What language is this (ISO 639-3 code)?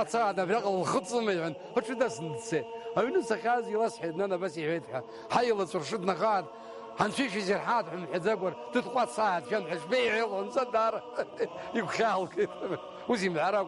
abk